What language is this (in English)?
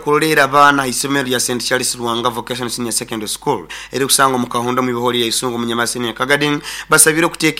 Nyoro